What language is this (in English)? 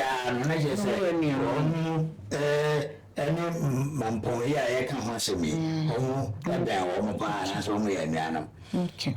Akan